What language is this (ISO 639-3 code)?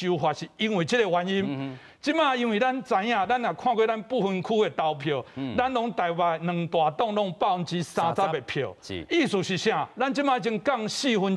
nan